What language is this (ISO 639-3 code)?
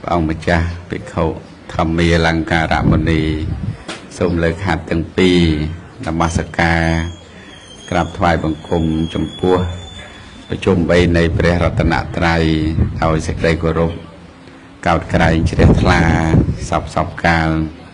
khm